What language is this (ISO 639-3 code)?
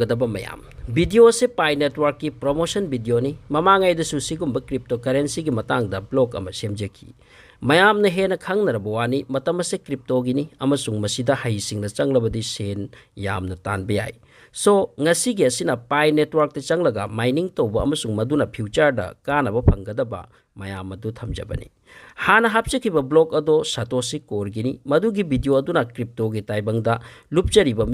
mni